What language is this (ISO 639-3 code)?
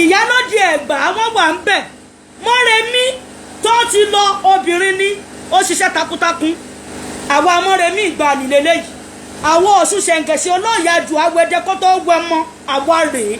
yor